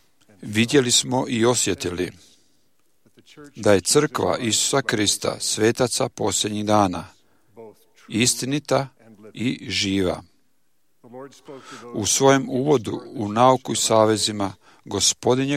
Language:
Croatian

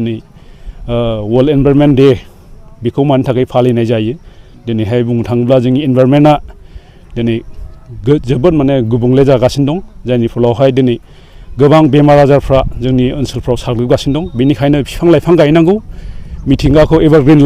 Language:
Bodo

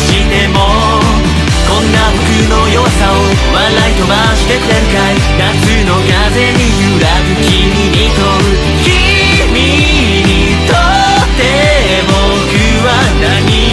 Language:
Japanese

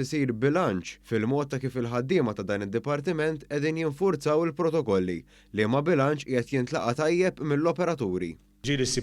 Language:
Maltese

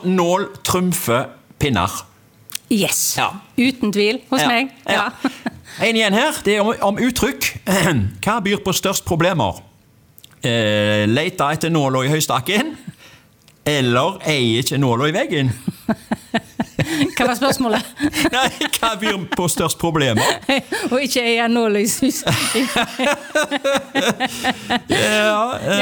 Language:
Norwegian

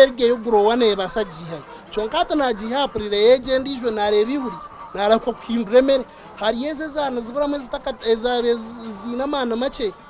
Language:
Nyankole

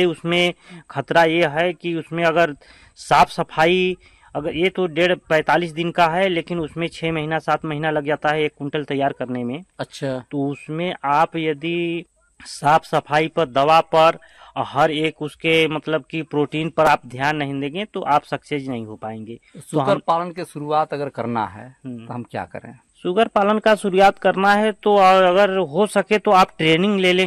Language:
Hindi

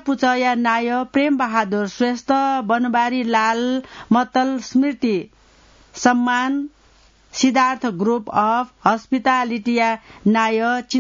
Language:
Newari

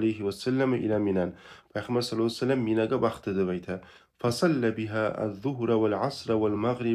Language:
Kumyk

